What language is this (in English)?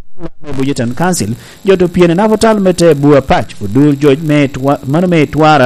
Lango (Uganda)